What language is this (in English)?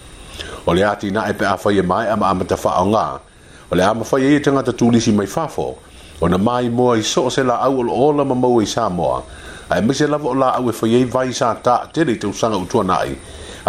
Samoan